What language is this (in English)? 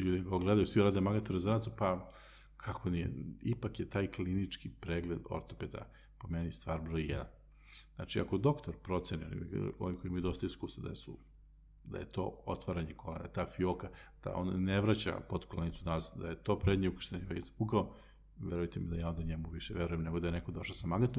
Serbian